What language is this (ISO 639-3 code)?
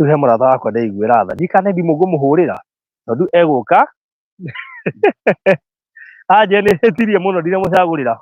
kik